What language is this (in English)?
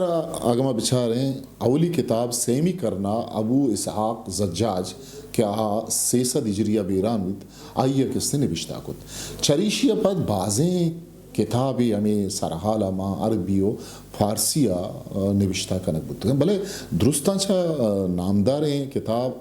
Eastern Balochi